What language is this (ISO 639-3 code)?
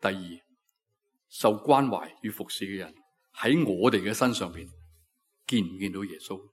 yue